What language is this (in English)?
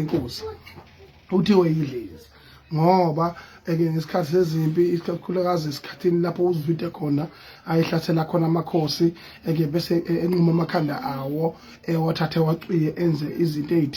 Zulu